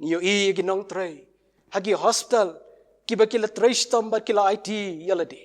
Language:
Khasi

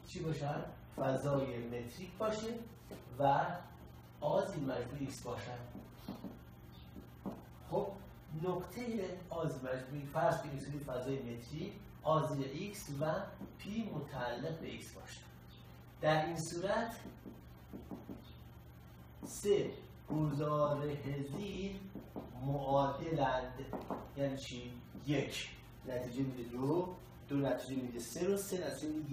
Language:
Persian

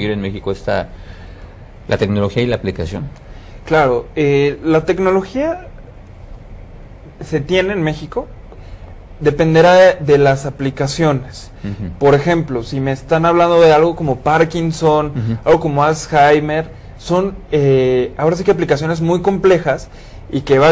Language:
Spanish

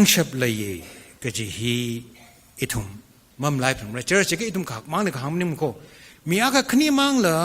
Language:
Tangkhul Naga (India)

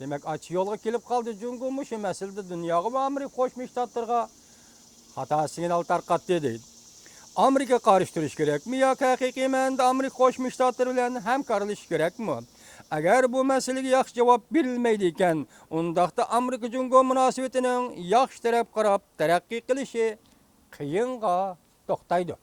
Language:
Uyghur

